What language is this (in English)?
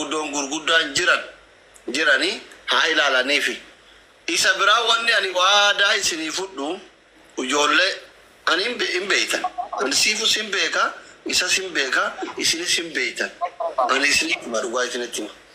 Oromo